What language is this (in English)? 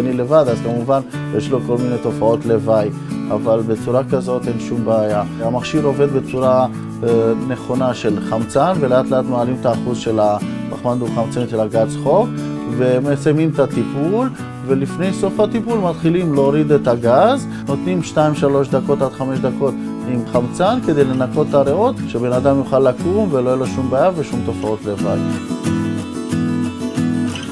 Hebrew